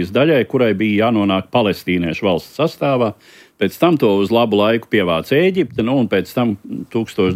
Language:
Latvian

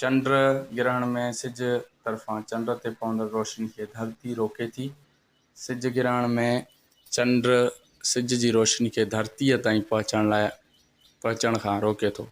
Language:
Sindhi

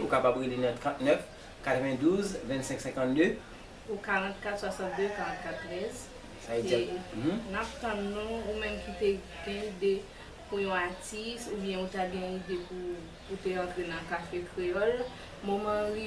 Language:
Haitian Creole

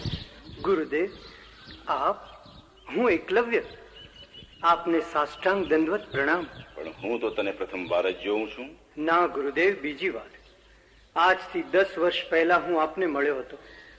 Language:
Gujarati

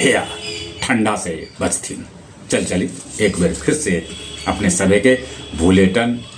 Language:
Magahi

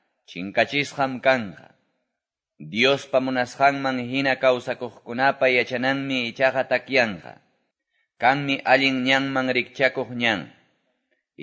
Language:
Quechua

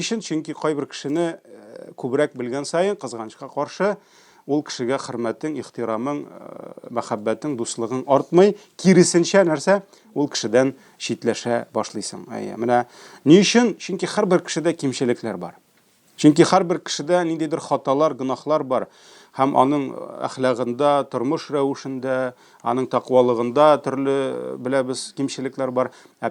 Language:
Tatar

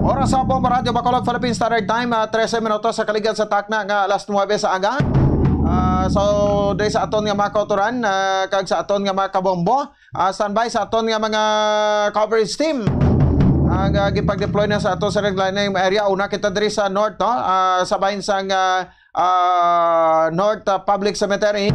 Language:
Hiligaynon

